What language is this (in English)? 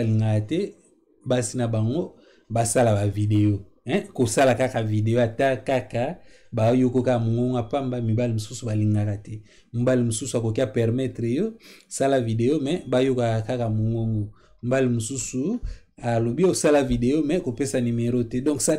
Lingala